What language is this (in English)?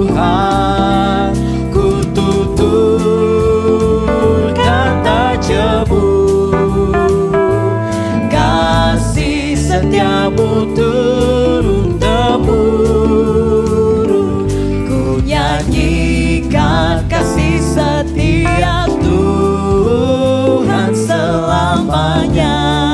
Indonesian